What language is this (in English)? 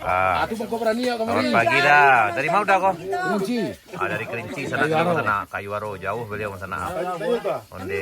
Minangkabau